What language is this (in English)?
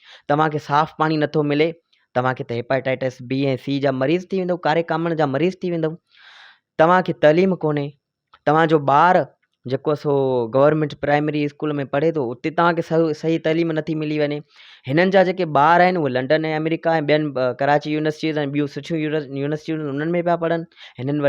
Sindhi